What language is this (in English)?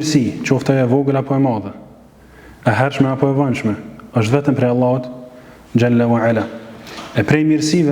Albanian